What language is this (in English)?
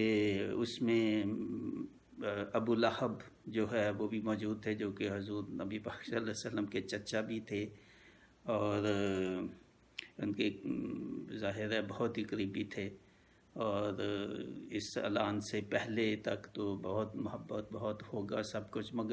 Urdu